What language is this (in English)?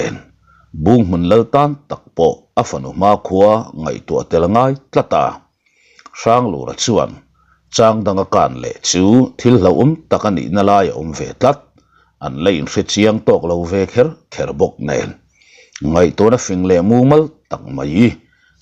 Mizo